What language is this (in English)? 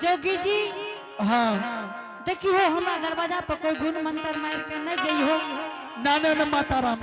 Angika